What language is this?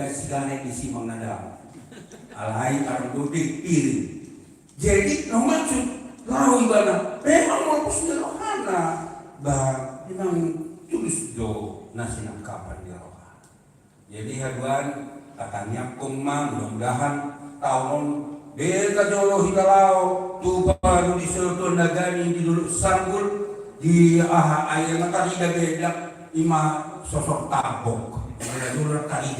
Batak Toba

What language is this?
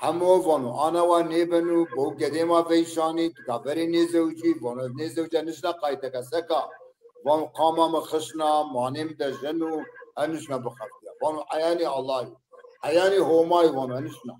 Zaza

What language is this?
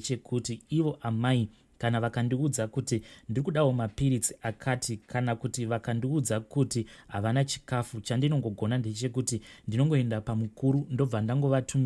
Shona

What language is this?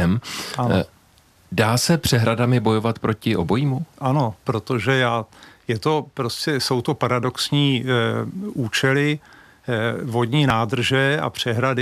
Czech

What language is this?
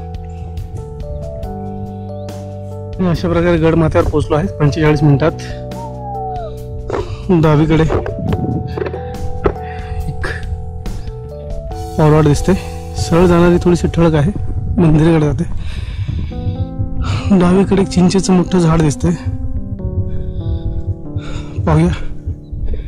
Marathi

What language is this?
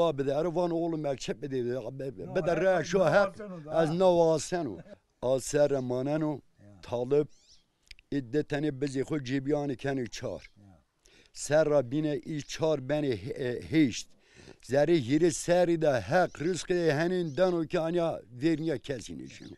Zaza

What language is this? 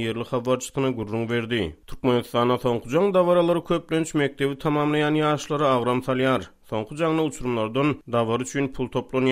Turkmen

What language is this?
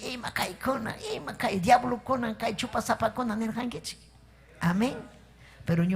Ayacucho Quechua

